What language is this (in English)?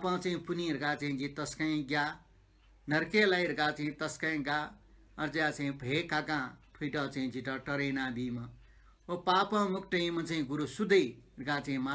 Newari